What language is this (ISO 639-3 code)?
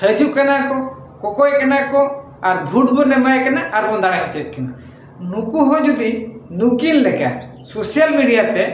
sat